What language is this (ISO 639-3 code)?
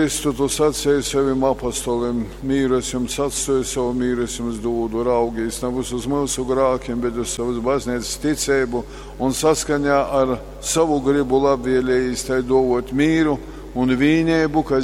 ltg